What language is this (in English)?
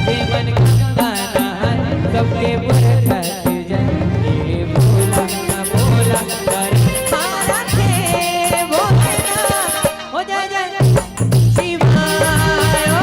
Chhattisgarhi